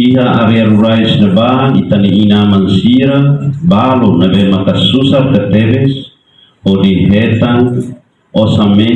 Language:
Tetum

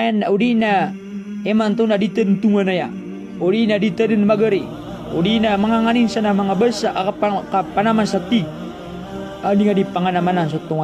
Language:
Maranao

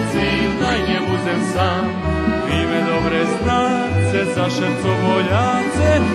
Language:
Rusyn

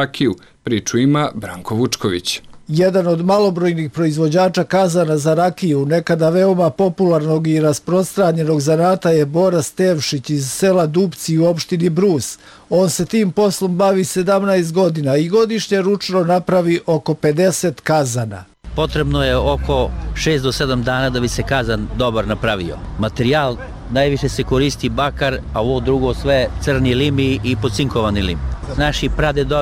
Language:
Serbian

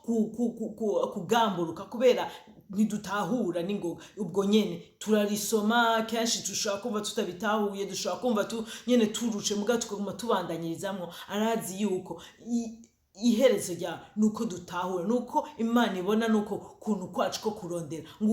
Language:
Rundi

